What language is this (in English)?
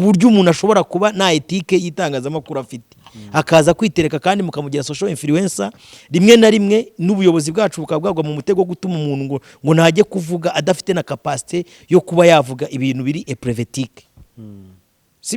Kinyarwanda